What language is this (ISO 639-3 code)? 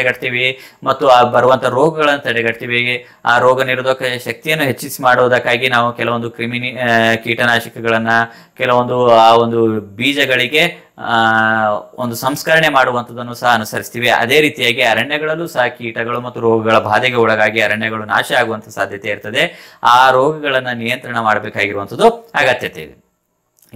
kan